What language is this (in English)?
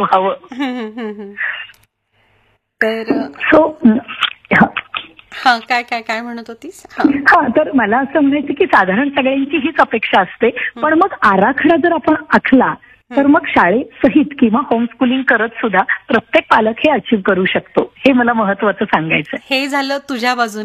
Marathi